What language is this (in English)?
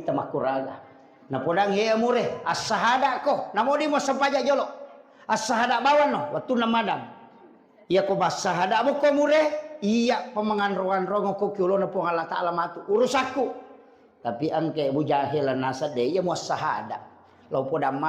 Buginese